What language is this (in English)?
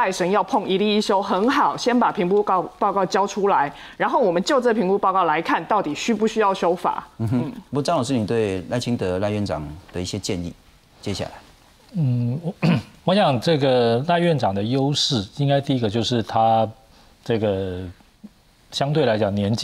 Chinese